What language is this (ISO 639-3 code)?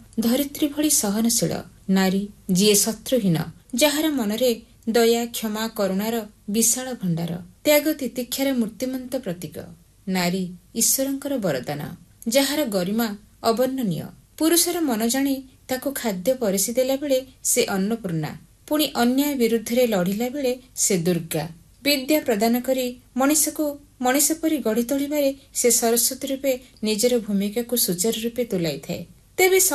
ori